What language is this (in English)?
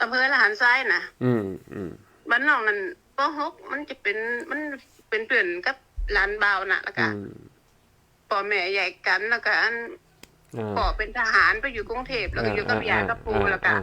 Northern Thai